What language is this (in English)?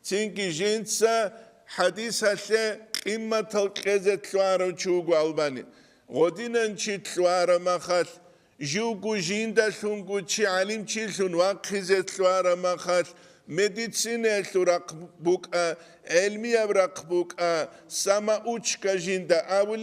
Avaric